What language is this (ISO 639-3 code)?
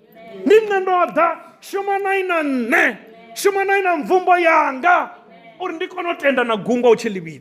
ven